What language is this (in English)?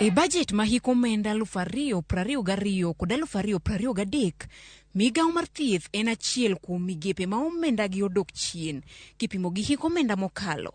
Luo (Kenya and Tanzania)